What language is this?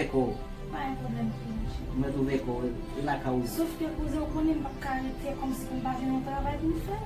Haitian Creole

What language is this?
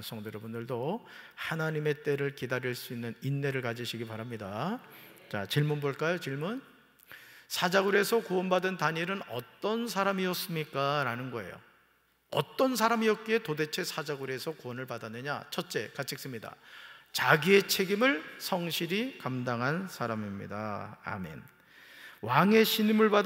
Korean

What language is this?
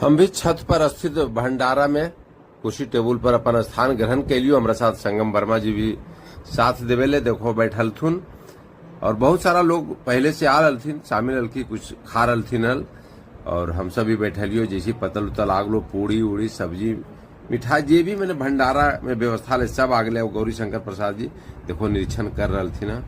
Magahi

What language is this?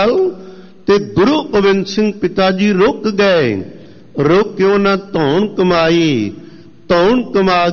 Punjabi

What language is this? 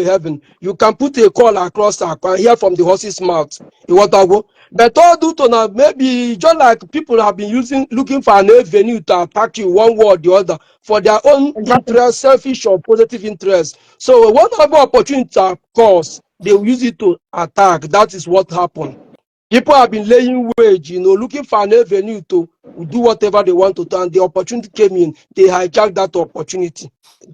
Igbo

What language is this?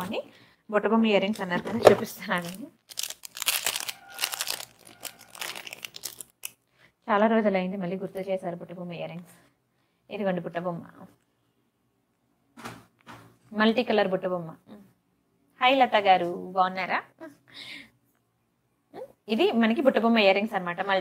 Telugu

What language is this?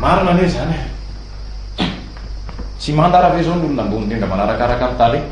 Malagasy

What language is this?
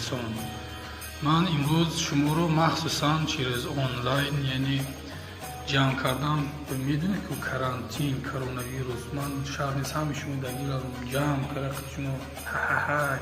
Tajik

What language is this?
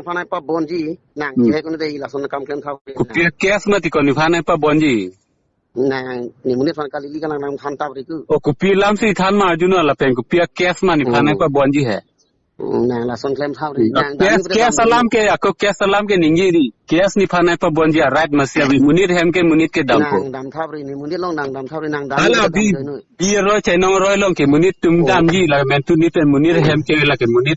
Karbi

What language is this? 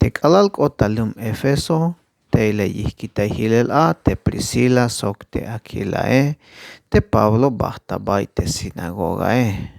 Tzeltal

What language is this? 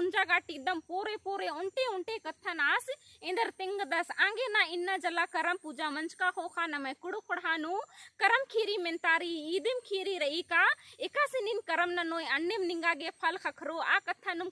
Kurukh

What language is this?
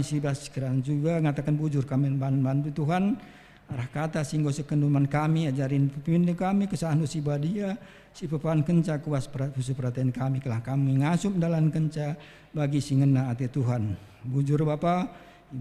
Batak Karo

